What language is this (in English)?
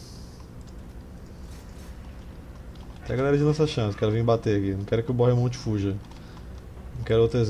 Portuguese